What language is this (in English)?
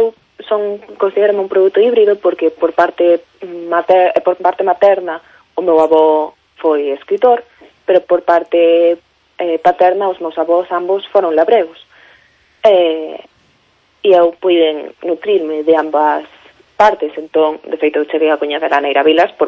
Galician